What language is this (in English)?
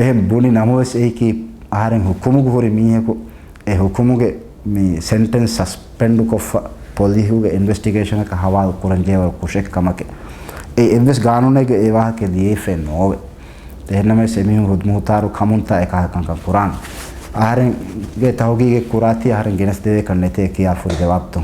Divehi